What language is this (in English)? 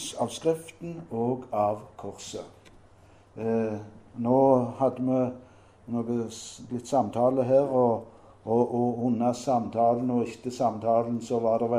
Norwegian